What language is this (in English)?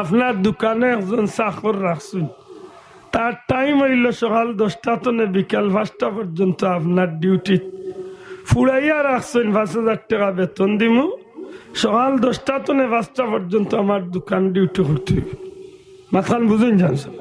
Sylheti